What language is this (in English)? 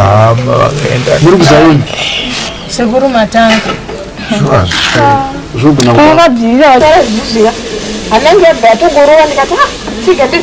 Shona